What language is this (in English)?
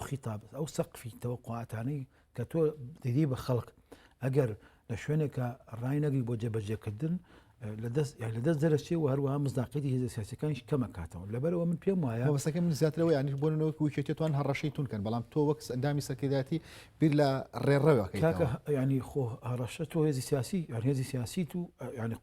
Central Kurdish